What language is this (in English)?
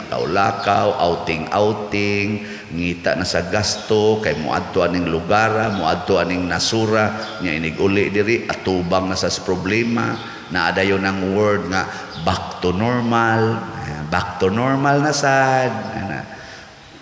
Cebuano